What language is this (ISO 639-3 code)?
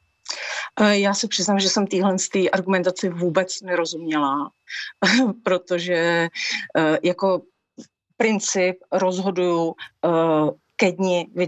ces